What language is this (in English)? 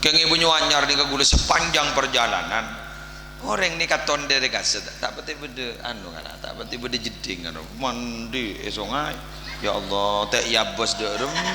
Madurese